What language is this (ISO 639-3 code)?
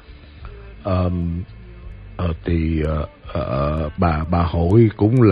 vie